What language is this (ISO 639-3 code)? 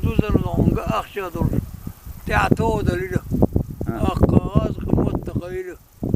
che